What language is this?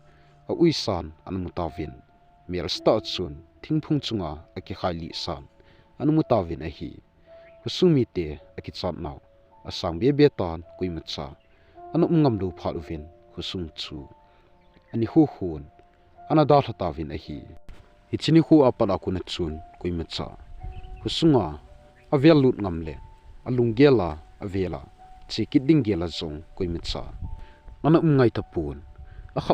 Thado Chin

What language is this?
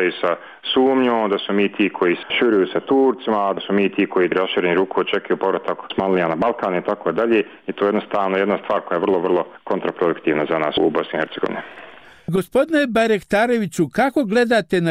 Bosnian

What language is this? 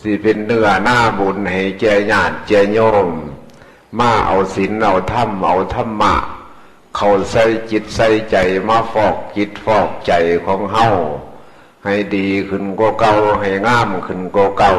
Northeastern Thai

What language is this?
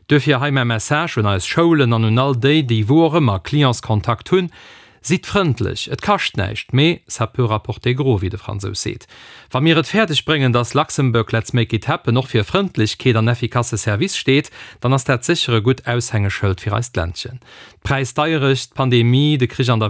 Luxembourgish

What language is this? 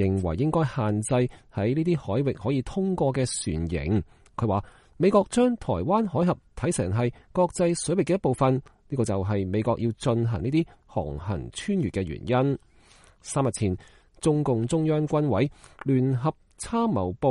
Cantonese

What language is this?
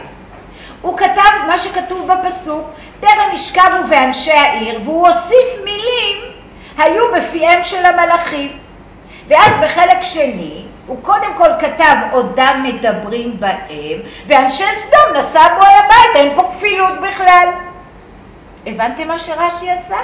Hebrew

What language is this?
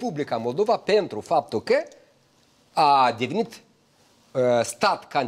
Romanian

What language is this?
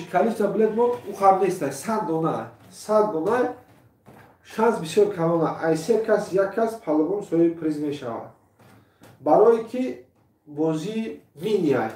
Tajik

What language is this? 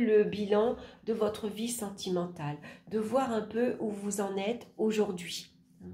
French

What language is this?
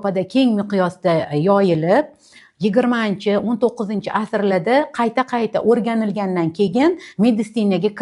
Uzbek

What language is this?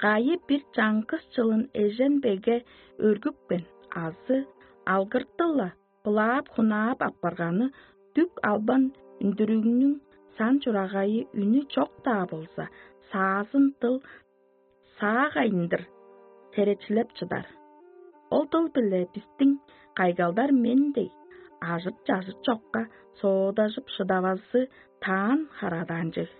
Tuvinian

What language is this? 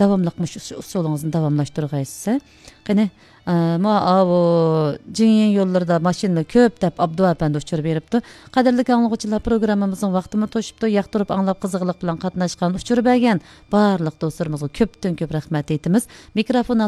Uyghur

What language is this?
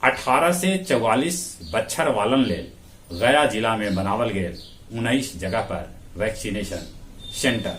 Magahi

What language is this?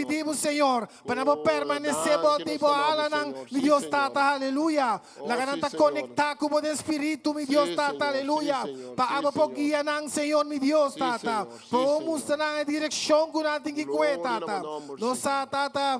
Papiamento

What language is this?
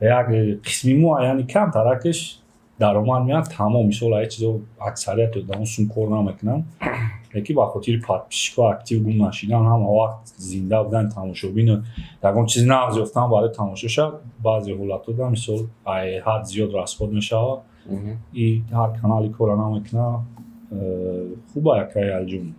Tajik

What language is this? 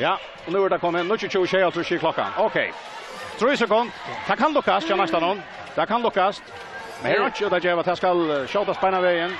Faroese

